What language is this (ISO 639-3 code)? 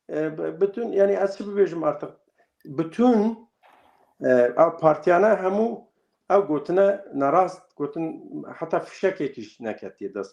kur